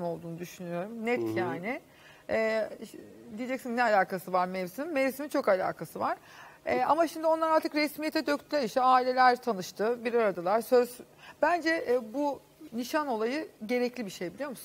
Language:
Turkish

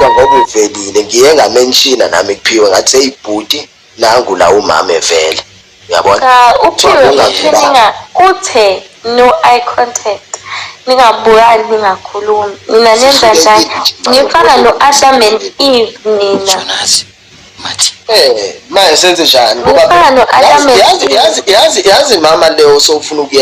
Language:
Zulu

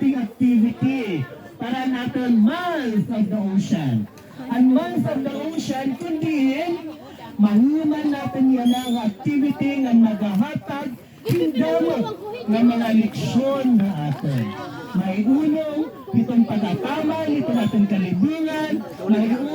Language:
Waray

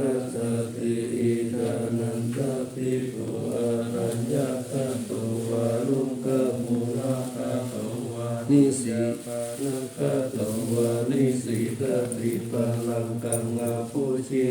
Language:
Pali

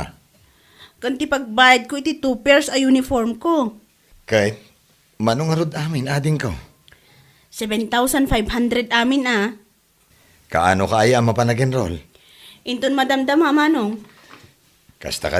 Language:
Iloko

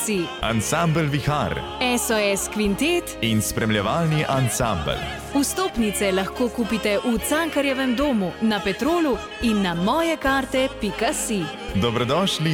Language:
Slovenian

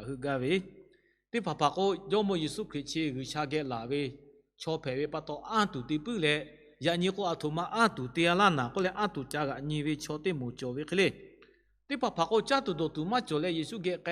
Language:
Lahu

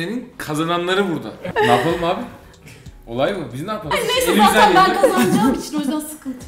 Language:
Turkish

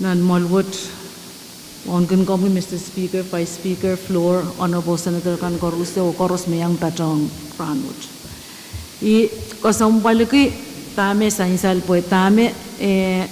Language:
Pohnpeian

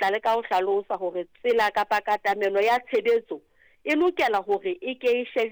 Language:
Southern Sotho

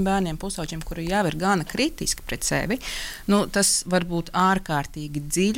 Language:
Latvian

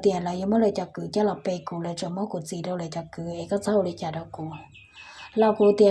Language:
Hmong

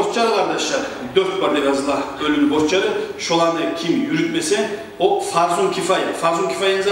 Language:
Kumyk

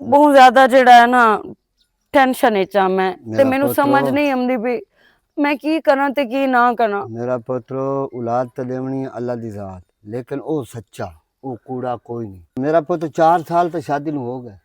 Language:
Western Panjabi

